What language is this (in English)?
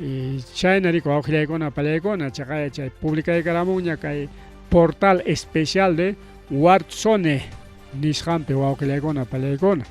Ayacucho Quechua